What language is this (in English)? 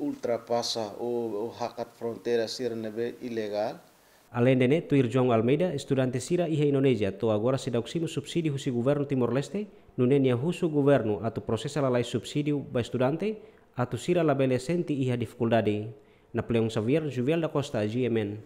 Tetum